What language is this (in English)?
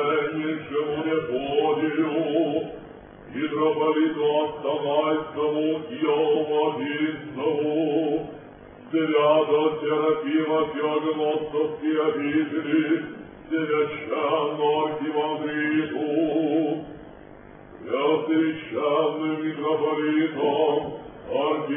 Russian